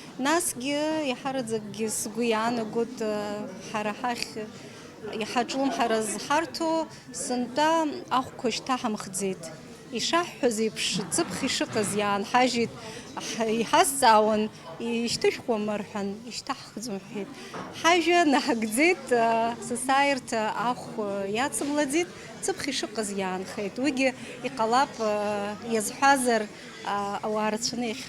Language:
Abkhazian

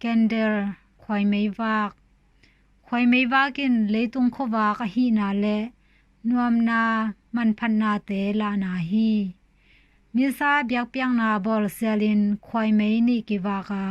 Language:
Tedim Chin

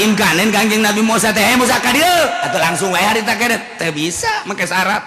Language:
Sundanese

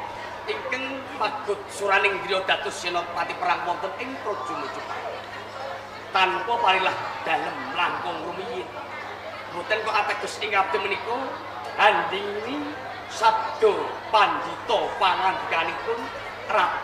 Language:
Javanese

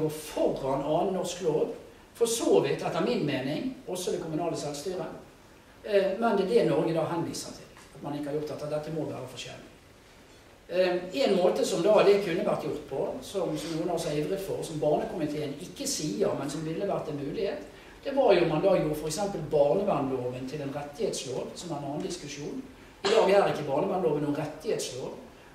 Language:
Norwegian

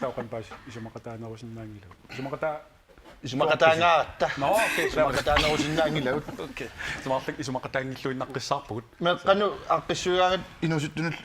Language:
Kalaallisut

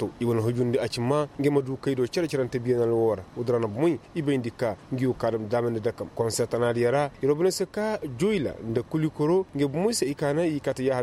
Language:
Koyraboro Senni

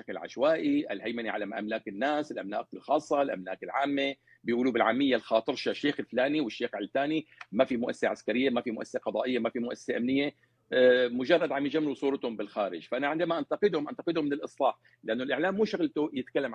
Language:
North Levantine Arabic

